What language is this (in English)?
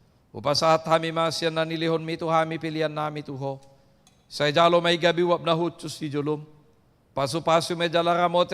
Batak Toba